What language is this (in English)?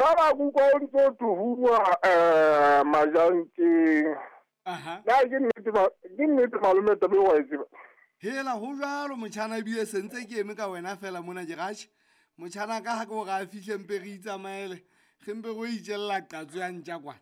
Southern Sotho